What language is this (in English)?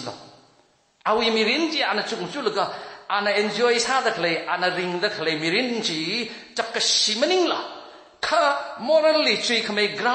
Tangkhul Naga (India)